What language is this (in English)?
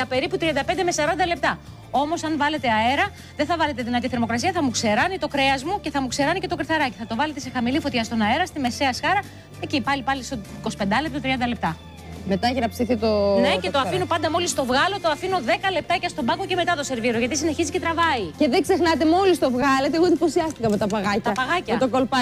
Greek